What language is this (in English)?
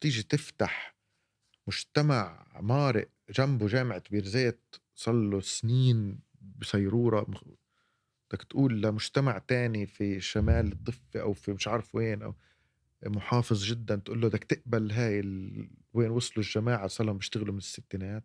North Levantine Arabic